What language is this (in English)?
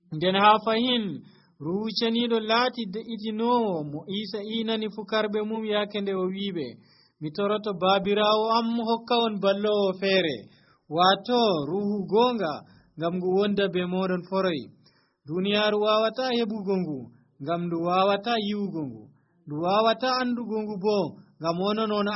Nigerian Fulfulde